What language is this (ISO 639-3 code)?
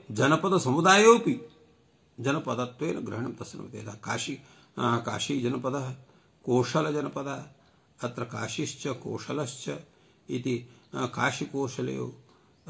san